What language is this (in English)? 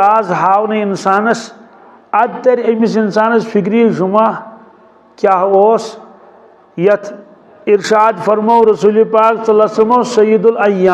Kashmiri